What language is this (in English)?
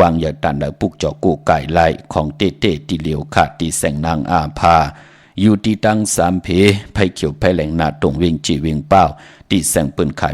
Shan